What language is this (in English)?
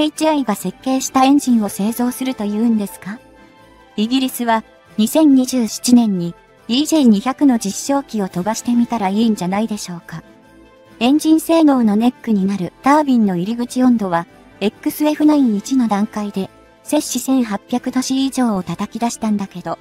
Japanese